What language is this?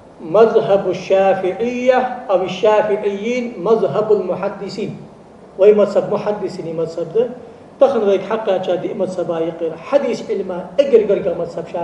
Ingush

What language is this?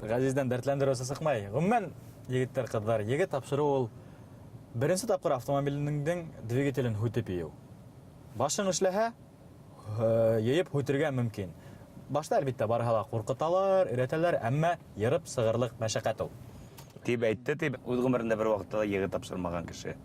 Bashkir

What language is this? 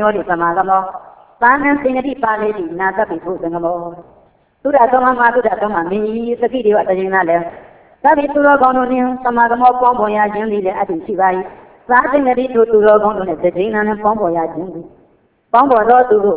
Burmese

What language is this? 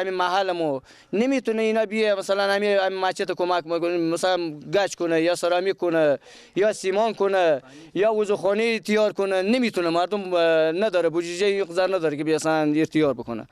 Persian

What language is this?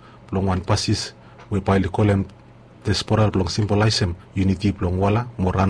Bislama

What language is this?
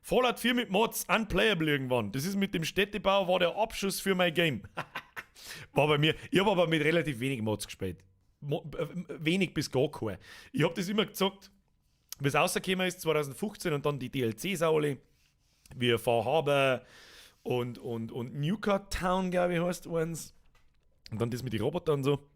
Bavarian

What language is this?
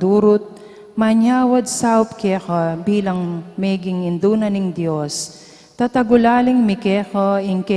Pampanga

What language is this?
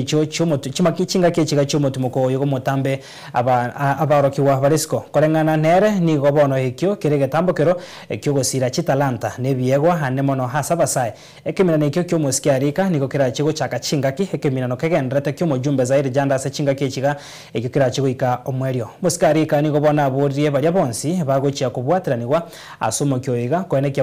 Gusii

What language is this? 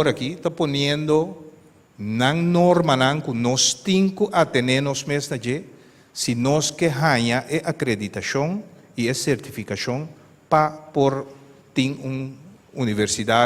Papiamento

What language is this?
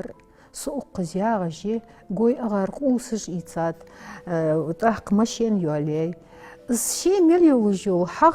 Ingush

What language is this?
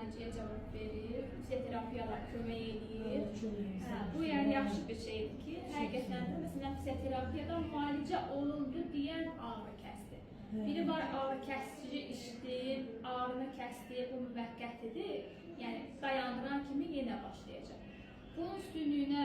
Azerbaijani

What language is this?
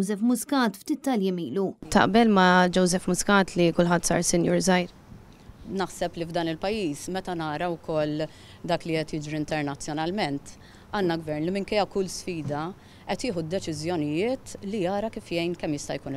Maltese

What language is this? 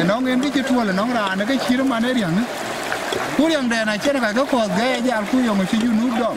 Dinka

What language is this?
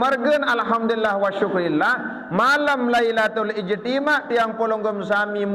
Sasak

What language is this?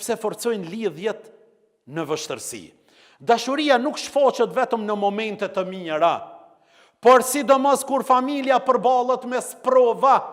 Albanian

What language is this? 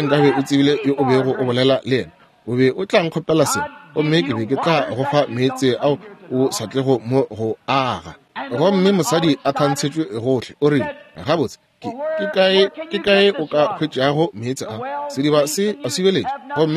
Northern Sotho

